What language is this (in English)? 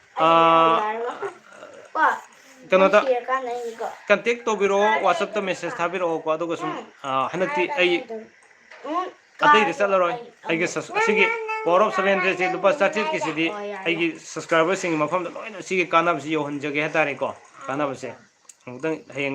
Manipuri